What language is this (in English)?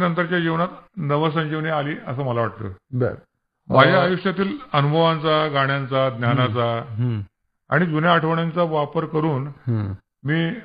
Marathi